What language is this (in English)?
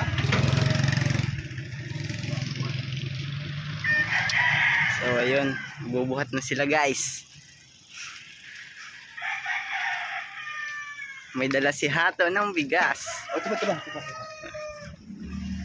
Filipino